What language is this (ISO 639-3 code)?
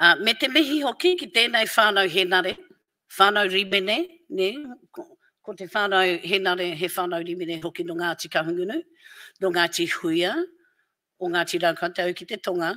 mri